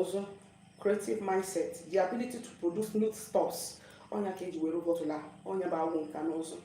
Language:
Igbo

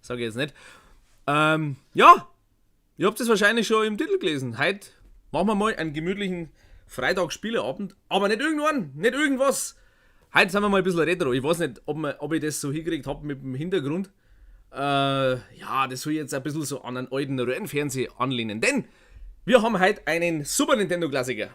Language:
Bavarian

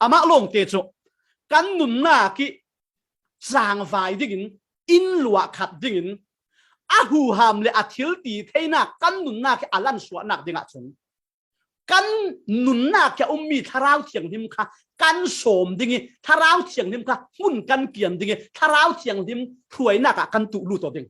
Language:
Falam Chin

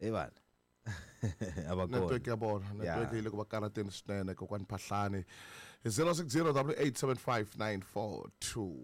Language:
Tsonga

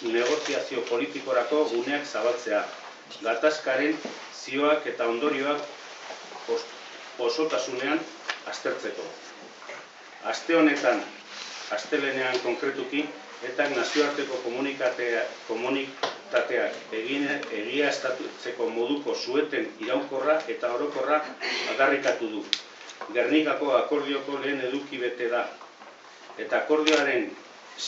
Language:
Basque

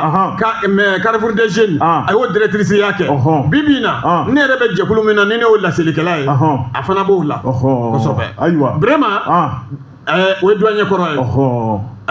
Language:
Bambara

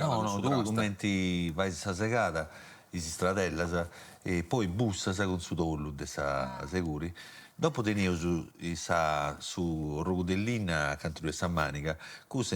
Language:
Sardinian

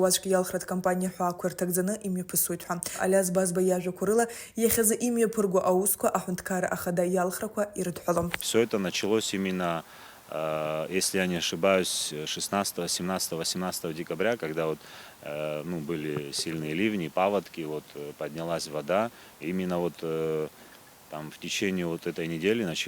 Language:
Abkhazian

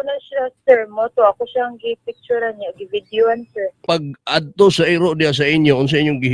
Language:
Cebuano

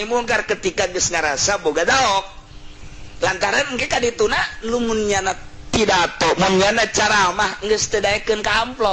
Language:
Sundanese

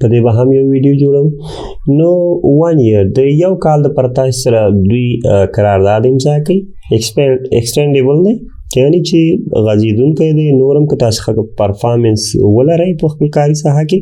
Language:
Pashto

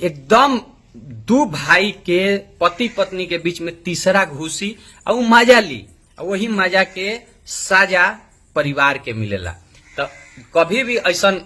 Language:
Bhojpuri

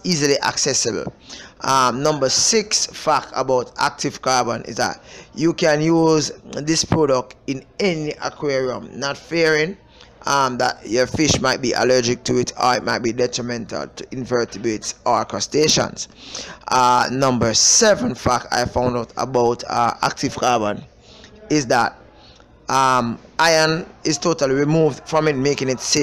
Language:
English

